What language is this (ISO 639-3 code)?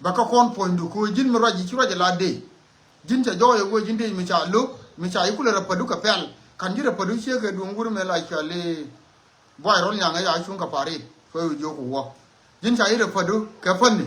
nus